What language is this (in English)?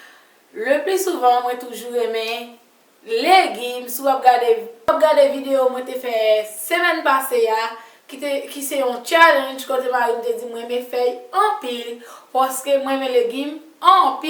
Haitian Creole